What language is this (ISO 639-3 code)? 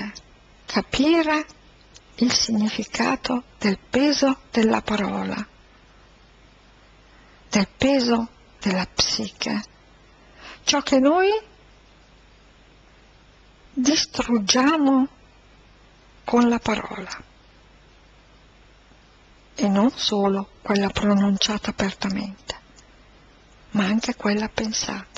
ita